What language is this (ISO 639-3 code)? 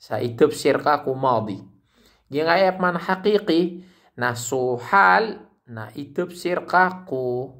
mrw